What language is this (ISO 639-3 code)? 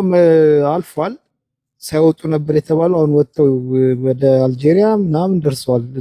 amh